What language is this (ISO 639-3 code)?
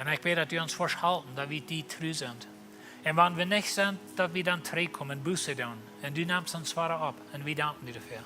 pdt